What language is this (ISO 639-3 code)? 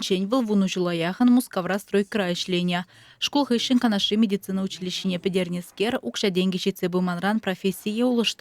chv